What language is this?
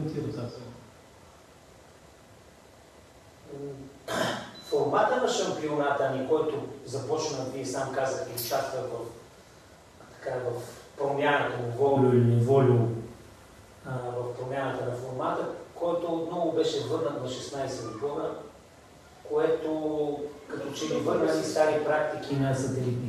Bulgarian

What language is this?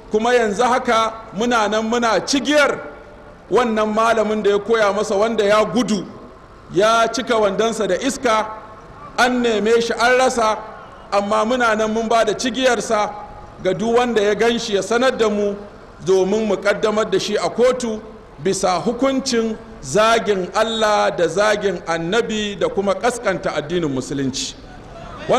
Hausa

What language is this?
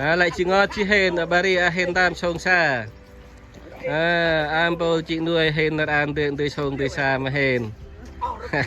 Central Mnong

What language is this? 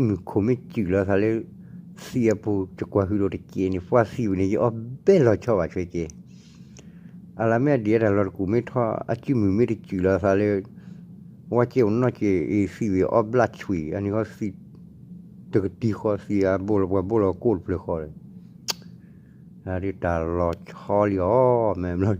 S'gaw Karen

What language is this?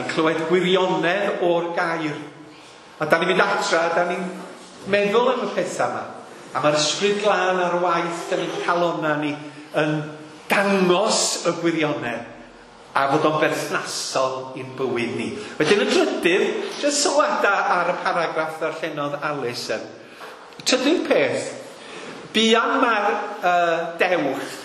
Welsh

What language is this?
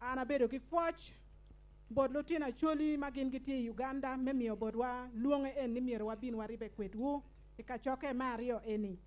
Acoli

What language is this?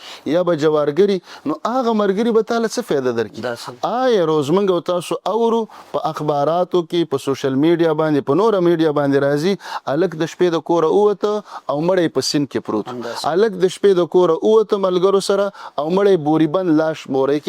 Pashto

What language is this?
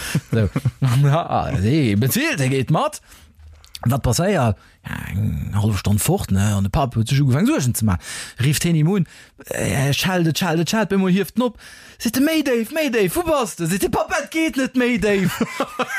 Luxembourgish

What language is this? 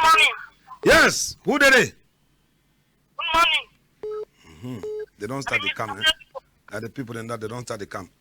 Cameroon Pidgin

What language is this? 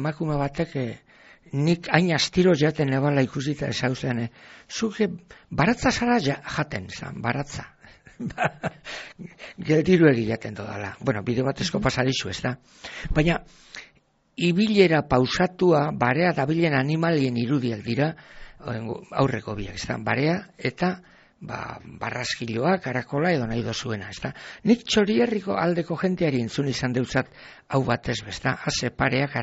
Basque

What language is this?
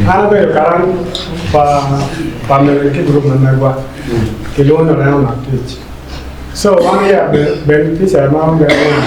Acoli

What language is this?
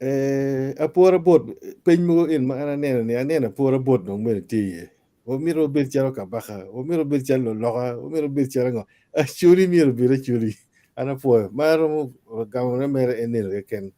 Acoli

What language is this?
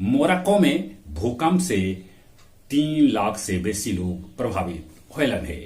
Magahi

